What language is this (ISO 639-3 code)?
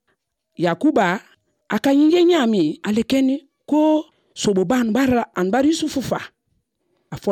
bam